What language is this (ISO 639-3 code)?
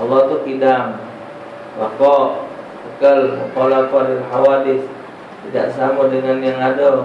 mui